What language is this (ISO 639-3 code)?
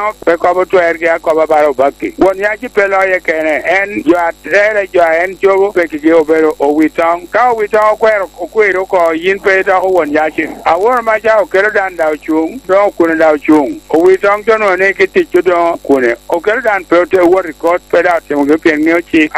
laj